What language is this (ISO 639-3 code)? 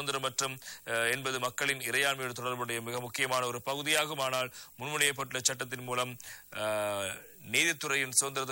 tam